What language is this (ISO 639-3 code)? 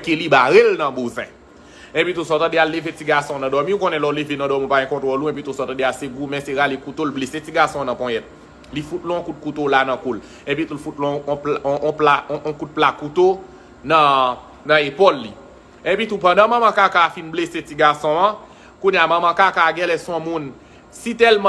hat